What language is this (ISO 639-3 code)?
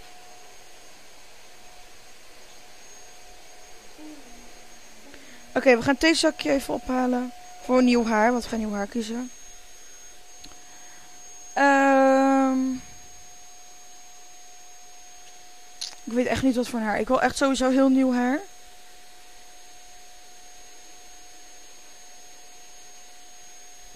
nld